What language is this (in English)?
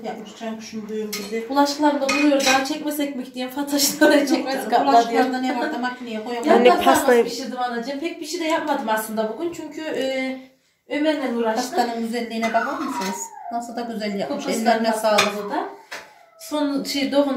Turkish